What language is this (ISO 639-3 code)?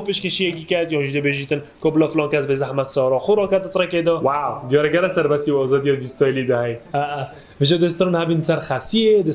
kur